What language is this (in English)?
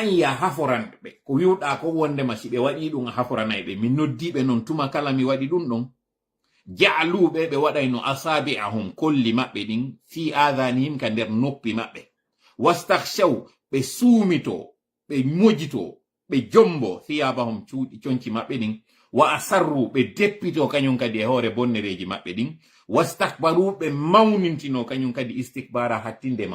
Fula